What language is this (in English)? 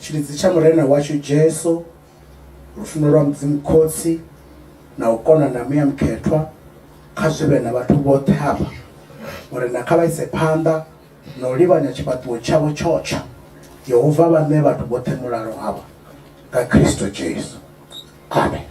Venda